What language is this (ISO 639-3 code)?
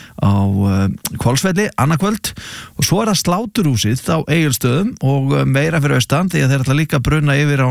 isl